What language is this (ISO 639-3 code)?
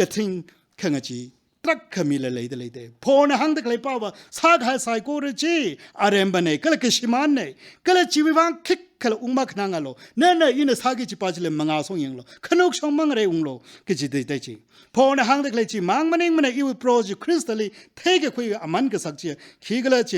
nmf